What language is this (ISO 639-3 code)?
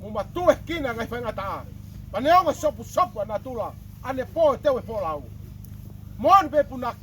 ton